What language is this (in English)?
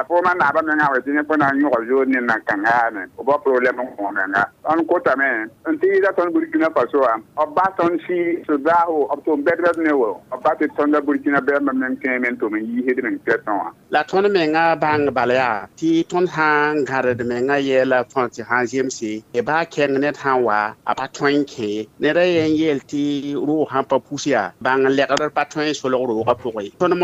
Mossi